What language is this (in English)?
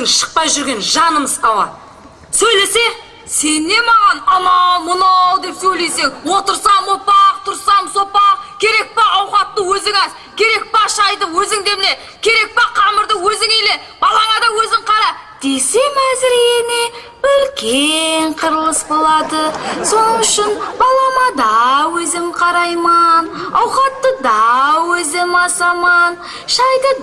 Kara-Kalpak